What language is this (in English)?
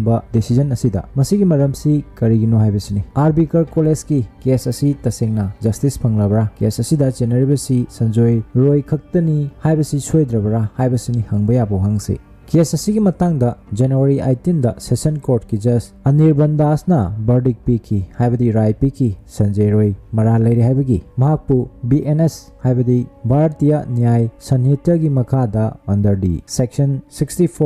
Manipuri